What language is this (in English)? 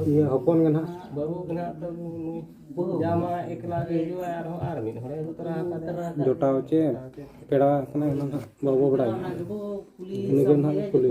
Santali